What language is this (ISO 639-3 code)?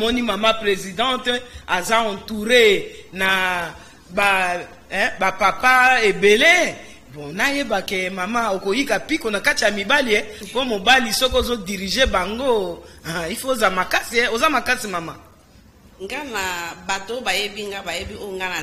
lin